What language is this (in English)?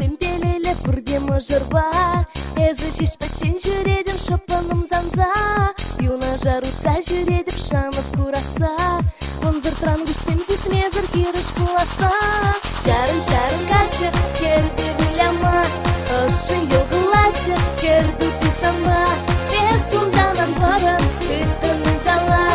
Chuvash